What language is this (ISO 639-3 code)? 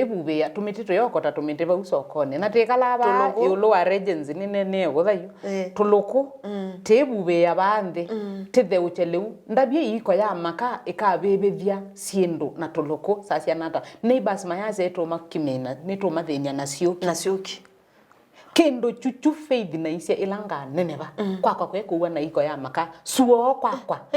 kam